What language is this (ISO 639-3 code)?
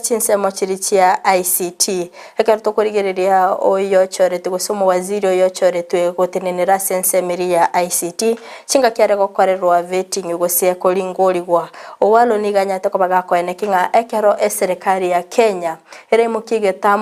guz